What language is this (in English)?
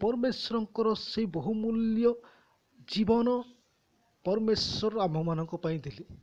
Odia